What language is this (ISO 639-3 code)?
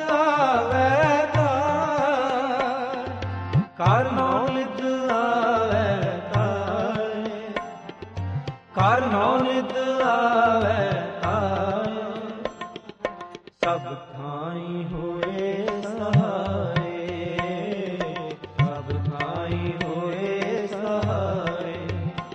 pan